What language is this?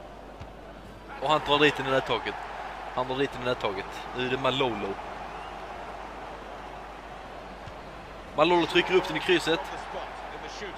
Swedish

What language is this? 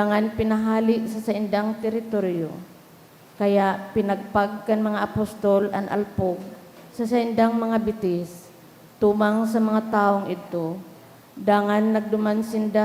Bikol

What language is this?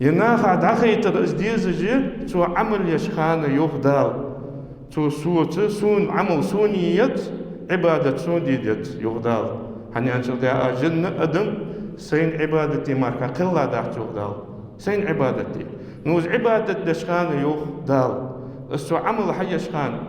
Ingush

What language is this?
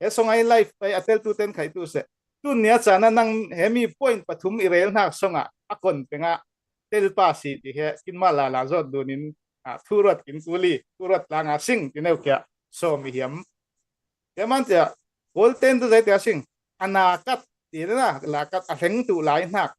Falam Chin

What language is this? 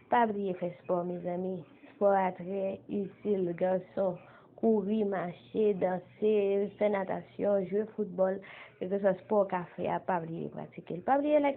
Haitian Creole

